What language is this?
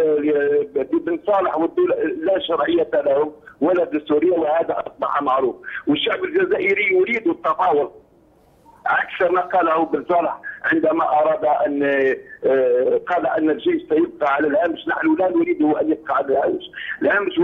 Arabic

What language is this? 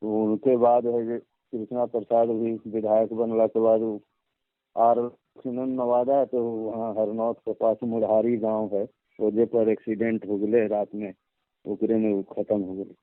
Magahi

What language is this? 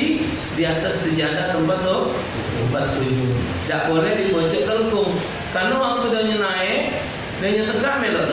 Musi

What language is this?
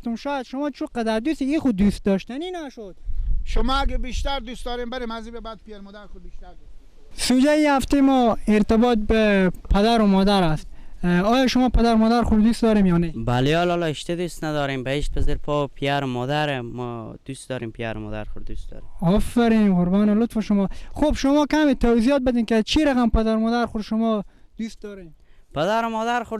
Persian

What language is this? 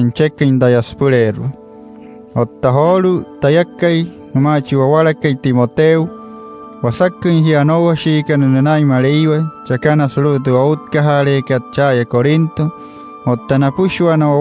Wayuu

